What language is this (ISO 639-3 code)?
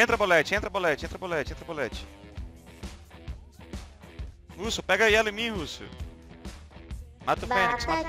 por